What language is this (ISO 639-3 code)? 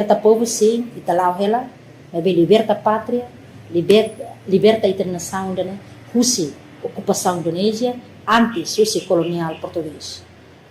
tet